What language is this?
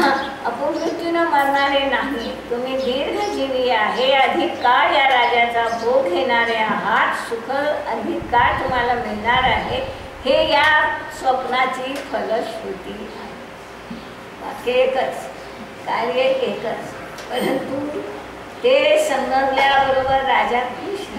Marathi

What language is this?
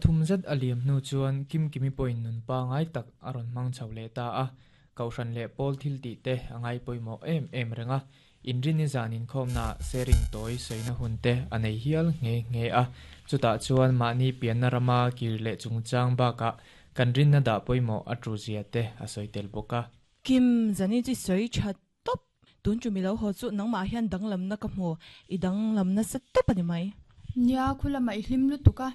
Mizo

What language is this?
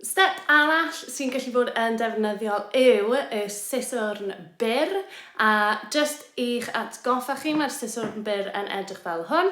Welsh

